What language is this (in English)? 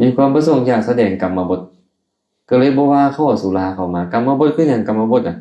Lao